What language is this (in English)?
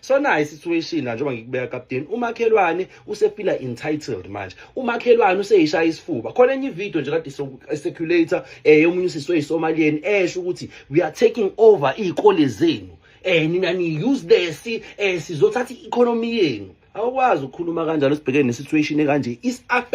Zulu